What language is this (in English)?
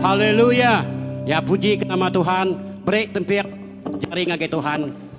Iban